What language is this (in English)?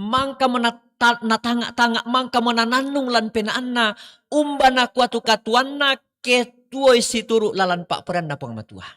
Toraja-Sa'dan